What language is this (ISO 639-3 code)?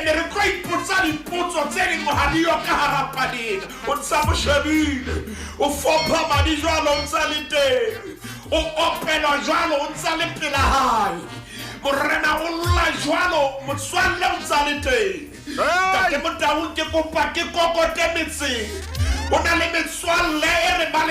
sot